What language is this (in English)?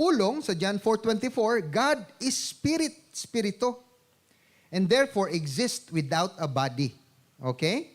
Hiligaynon